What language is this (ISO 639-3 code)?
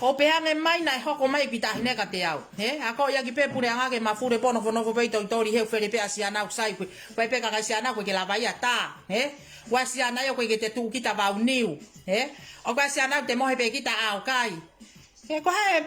ton